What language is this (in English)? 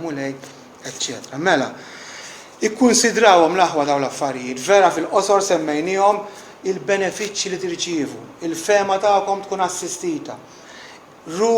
Maltese